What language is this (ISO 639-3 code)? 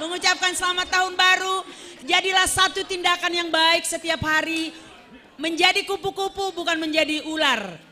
bts